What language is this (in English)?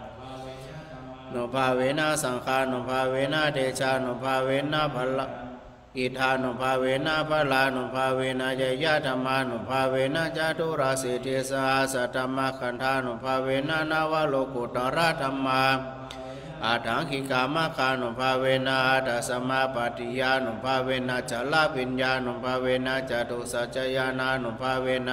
Pali